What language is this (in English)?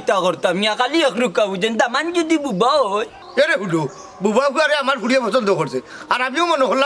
Sylheti